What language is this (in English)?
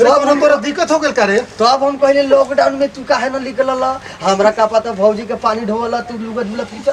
Bhojpuri